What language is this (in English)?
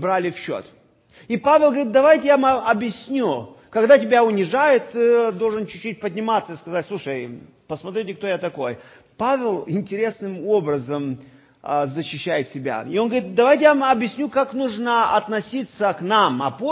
Russian